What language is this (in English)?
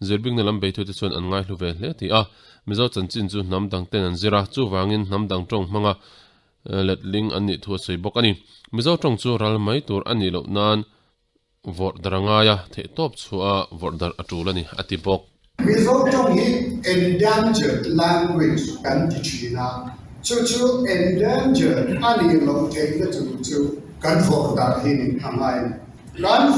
Mizo